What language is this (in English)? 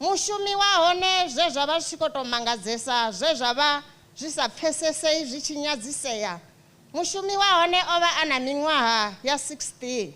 Venda